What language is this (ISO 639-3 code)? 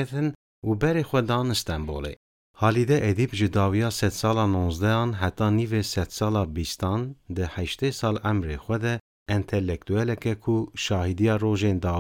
kur